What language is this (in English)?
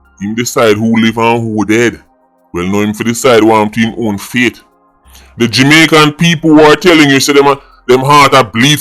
Jamaican Creole English